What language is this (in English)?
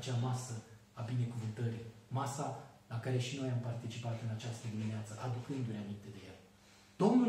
Romanian